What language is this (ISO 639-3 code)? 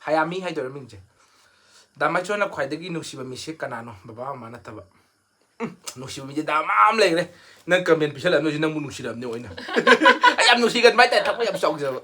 mni